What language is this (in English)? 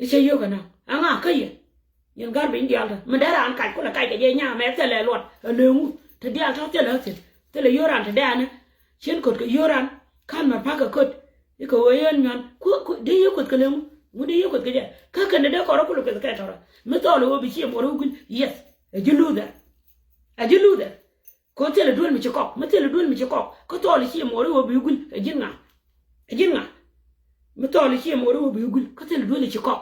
Nuer